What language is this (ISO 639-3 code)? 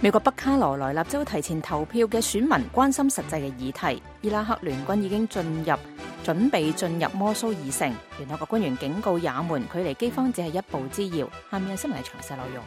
yue